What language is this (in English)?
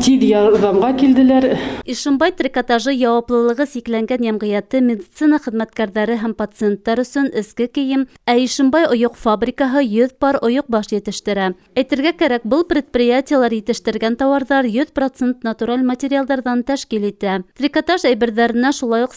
Bashkir